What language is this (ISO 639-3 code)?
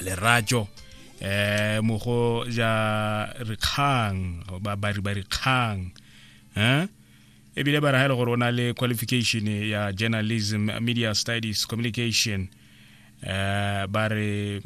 tsn